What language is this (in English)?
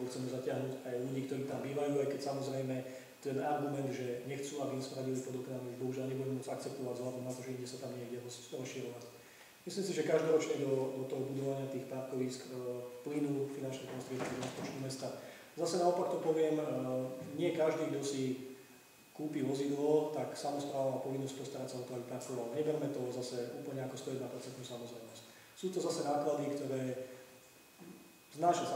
Slovak